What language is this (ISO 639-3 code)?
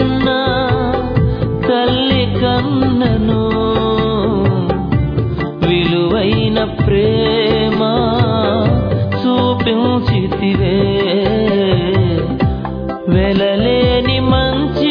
tel